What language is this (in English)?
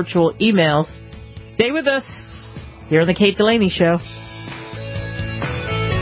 English